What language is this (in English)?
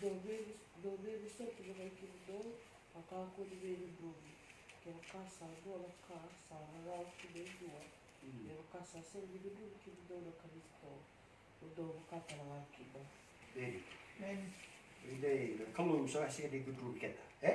Fijian